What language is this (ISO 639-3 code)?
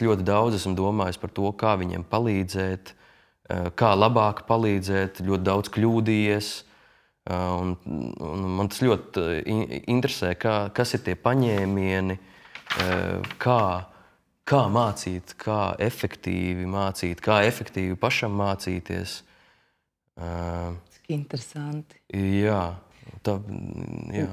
lav